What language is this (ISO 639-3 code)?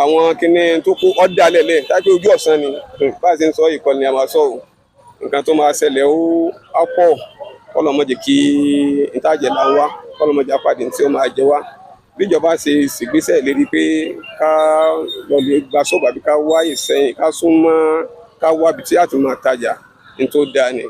yor